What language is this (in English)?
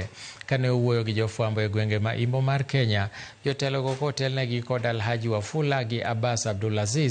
Luo (Kenya and Tanzania)